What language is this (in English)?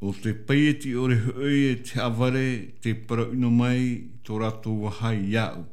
Tahitian